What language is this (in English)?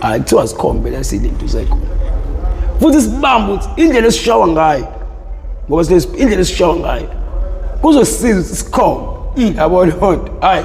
Zulu